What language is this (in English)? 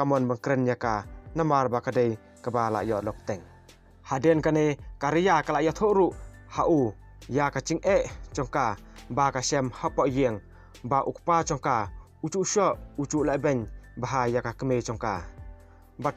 Khasi